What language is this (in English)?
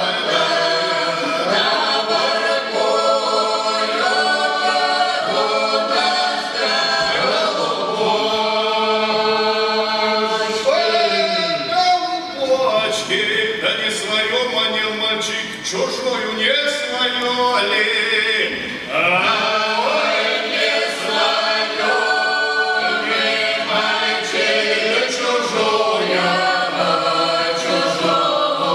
Russian